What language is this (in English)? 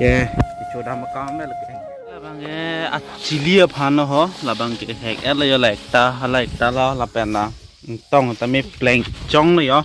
Karbi